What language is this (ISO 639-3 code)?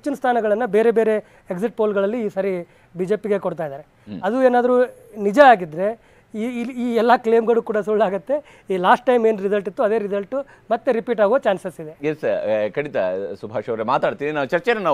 kan